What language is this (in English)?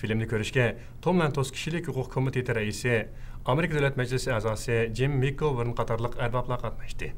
Uyghur